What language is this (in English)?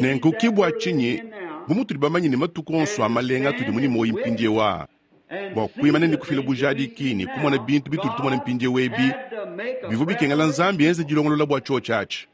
Luba-Lulua